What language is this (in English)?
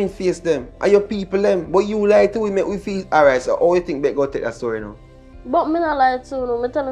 Jamaican Creole English